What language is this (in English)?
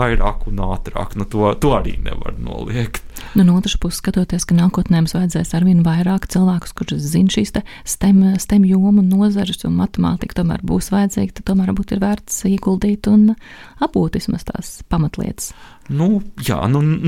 Latvian